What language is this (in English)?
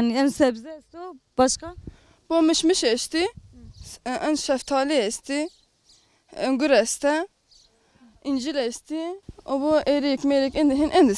Zaza